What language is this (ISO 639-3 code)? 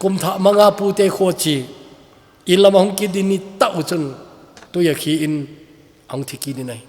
tcz